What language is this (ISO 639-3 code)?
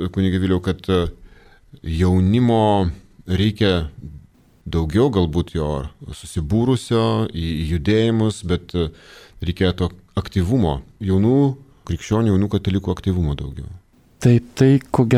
lit